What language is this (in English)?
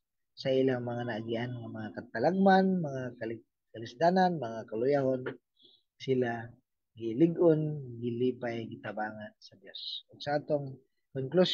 Cebuano